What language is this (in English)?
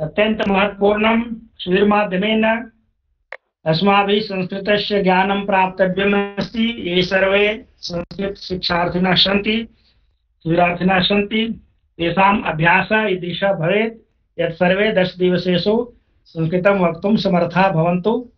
Sanskrit